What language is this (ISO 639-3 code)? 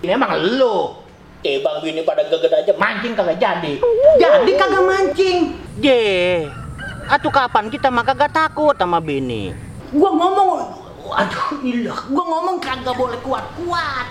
bew